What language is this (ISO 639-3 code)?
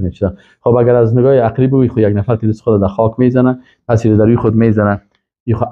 fas